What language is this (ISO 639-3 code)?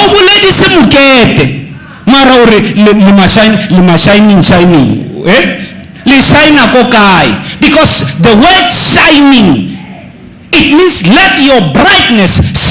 sot